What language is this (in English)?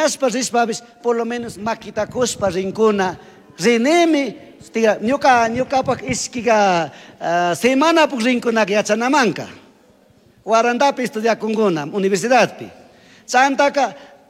Chimborazo Highland Quichua